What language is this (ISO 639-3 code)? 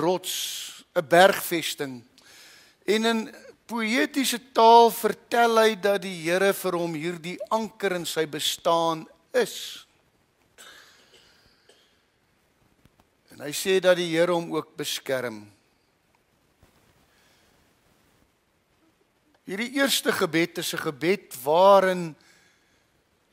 afr